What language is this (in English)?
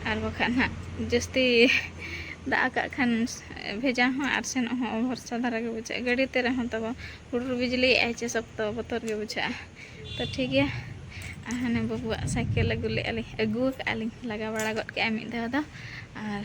Santali